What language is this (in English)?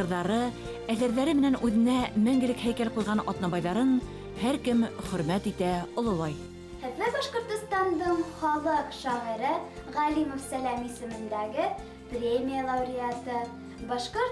Bashkir